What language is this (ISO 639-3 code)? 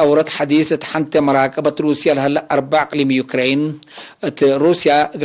tig